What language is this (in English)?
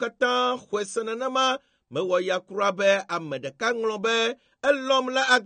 Ewe